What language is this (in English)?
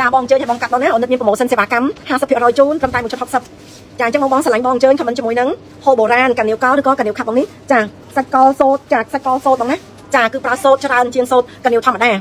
Khmer